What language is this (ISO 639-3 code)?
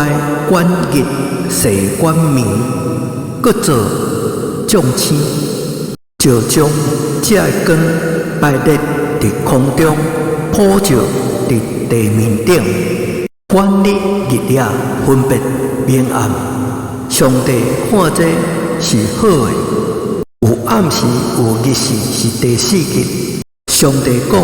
nan